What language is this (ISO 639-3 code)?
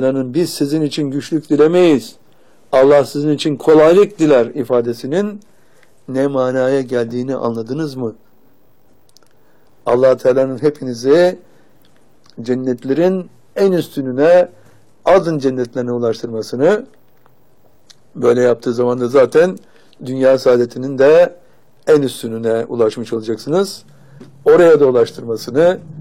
tur